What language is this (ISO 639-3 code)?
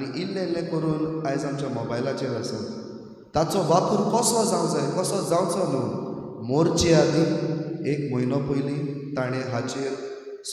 kok